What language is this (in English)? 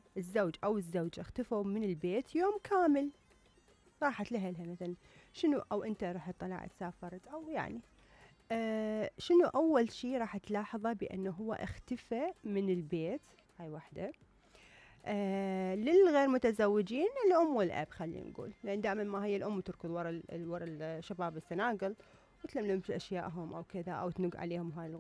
Mesopotamian Arabic